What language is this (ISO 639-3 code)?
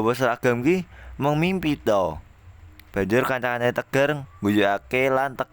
jav